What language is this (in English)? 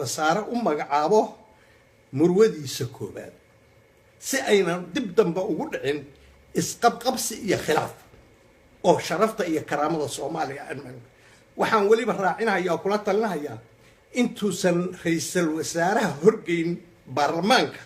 Somali